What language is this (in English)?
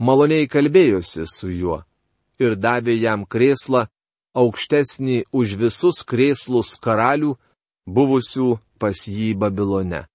Lithuanian